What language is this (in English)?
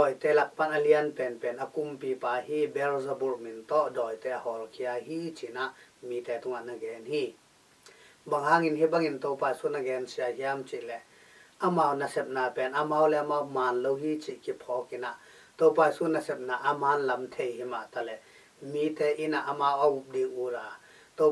Tedim Chin